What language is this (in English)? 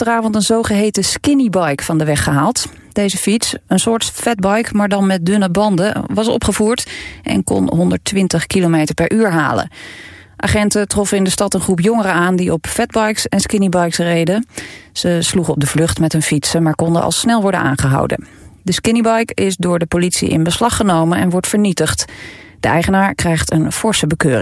Dutch